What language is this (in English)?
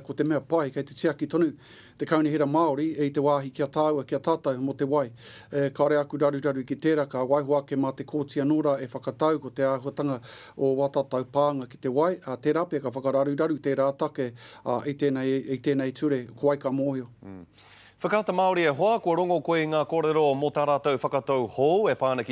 Māori